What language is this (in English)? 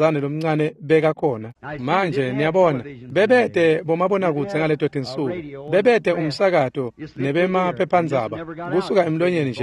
Swati